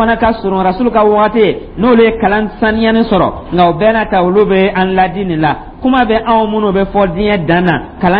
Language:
Dyula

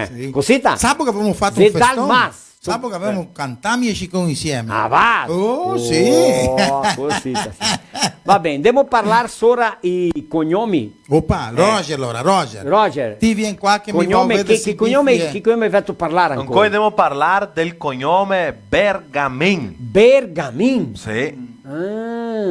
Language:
Venetian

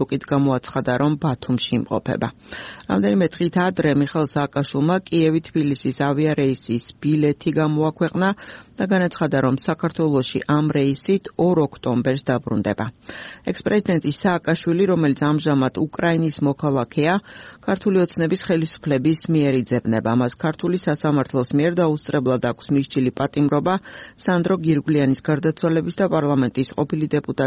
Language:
Georgian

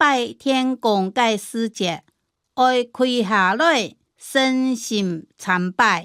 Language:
Hakka Chinese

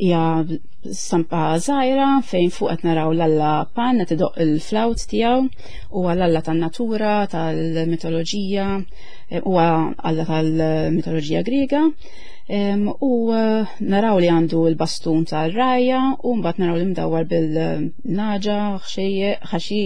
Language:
Maltese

